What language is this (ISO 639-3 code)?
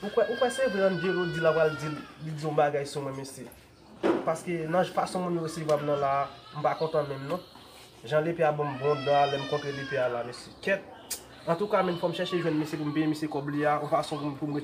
hat